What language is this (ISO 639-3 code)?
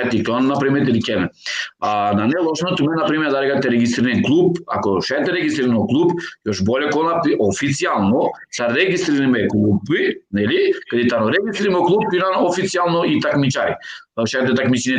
rmn